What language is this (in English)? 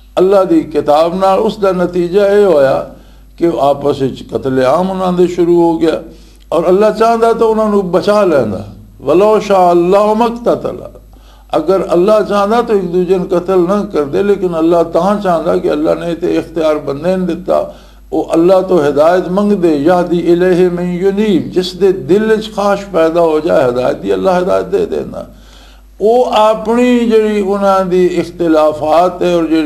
Western Panjabi